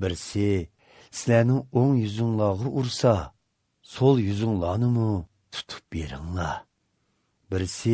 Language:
Uyghur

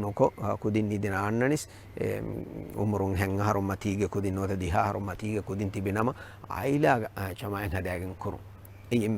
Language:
Divehi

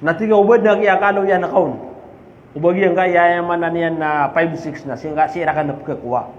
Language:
Maranao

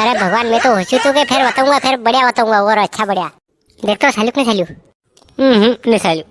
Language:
Rajasthani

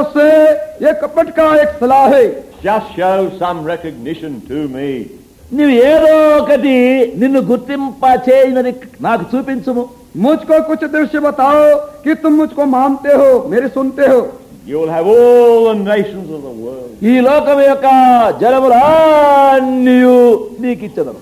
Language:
Telugu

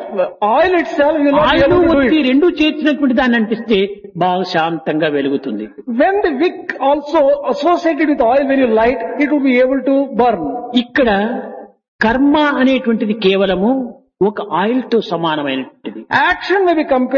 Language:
Telugu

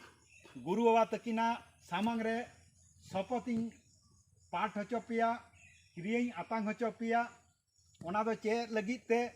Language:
Santali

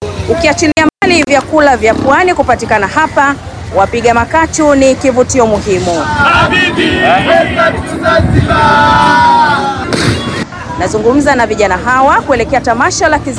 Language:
Swahili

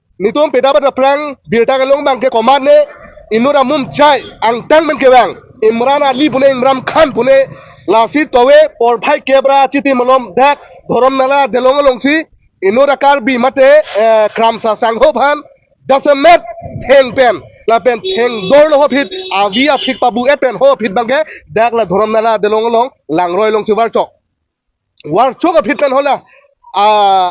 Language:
Karbi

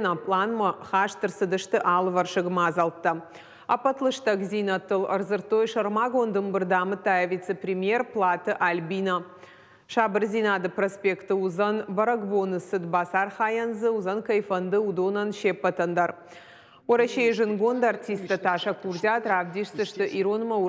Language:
Ossetic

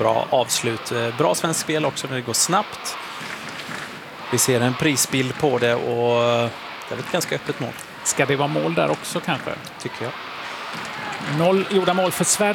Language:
Swedish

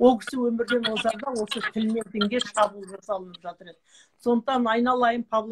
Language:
Kazakh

